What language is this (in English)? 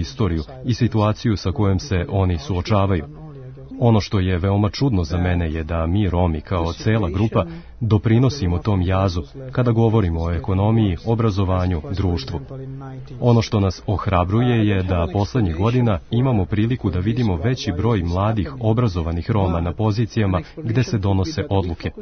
Serbian